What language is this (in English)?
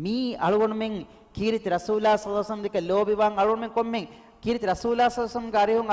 Divehi